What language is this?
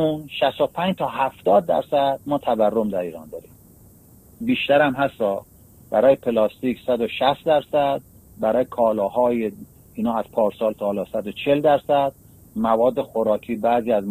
Persian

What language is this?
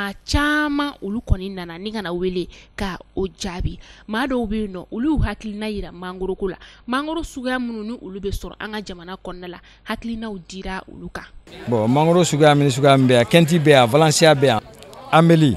Bambara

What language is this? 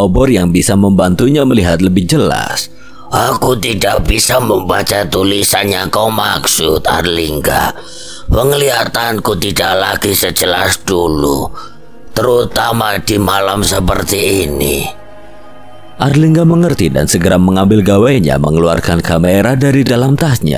Indonesian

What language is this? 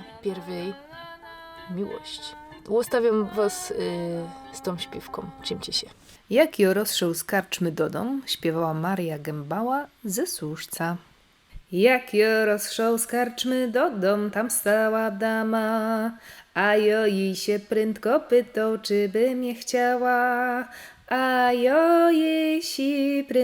Silesian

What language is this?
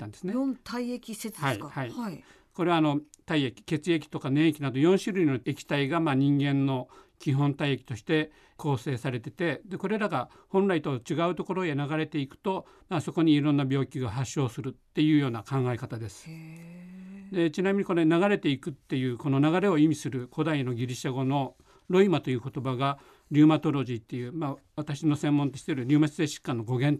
Japanese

